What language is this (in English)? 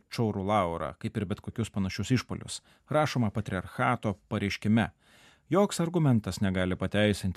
Lithuanian